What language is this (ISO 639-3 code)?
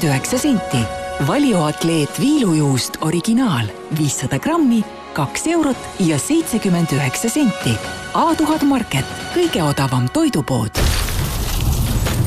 est